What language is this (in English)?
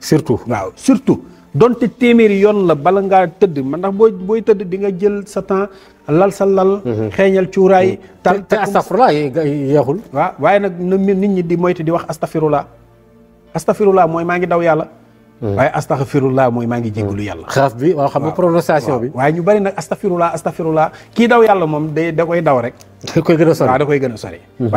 Wolof